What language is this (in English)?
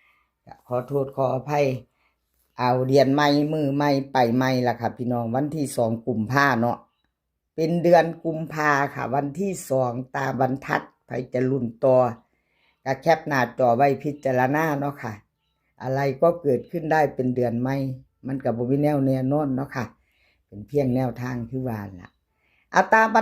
Northeastern Thai